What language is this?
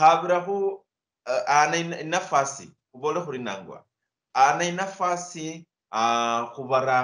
Luyia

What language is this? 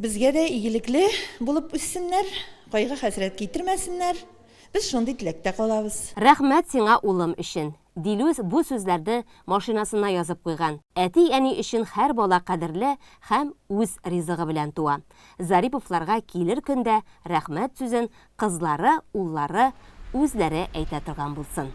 Tatar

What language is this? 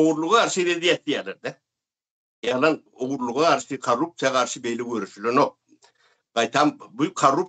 Turkmen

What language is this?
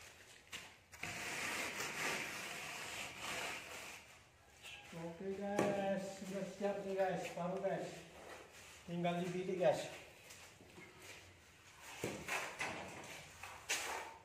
Indonesian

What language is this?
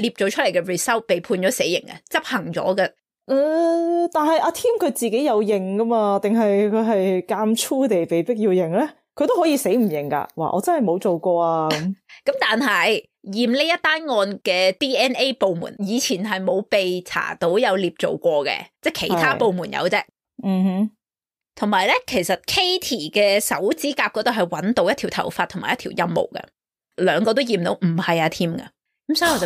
Cantonese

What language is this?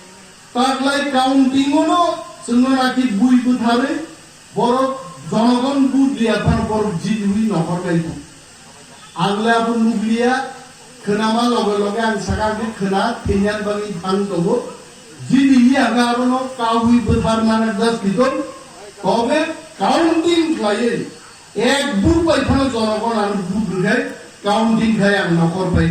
Kok Borok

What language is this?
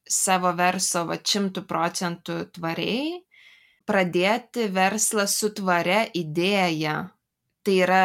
Lithuanian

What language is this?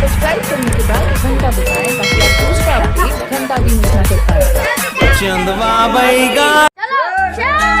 Chhattisgarhi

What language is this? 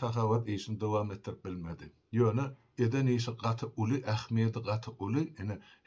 Turkmen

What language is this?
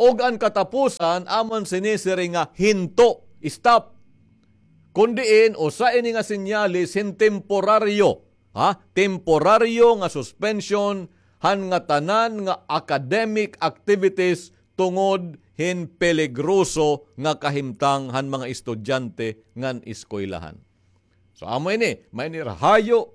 Waray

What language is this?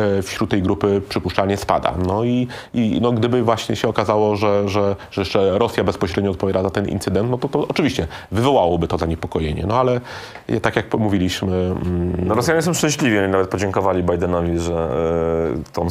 Polish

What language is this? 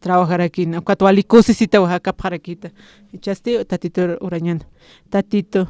Aymara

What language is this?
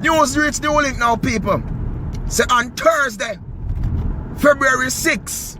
Jamaican Creole English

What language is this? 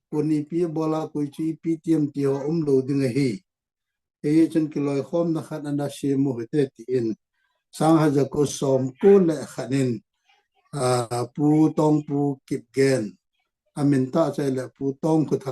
Thado Chin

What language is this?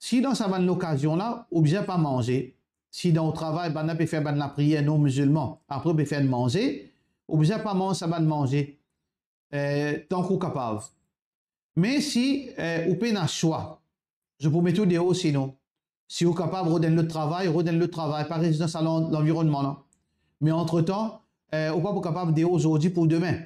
Morisyen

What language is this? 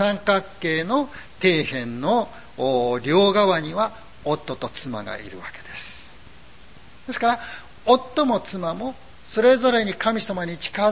Japanese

